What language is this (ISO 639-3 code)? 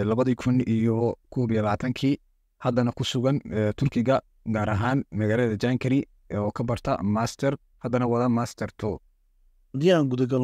som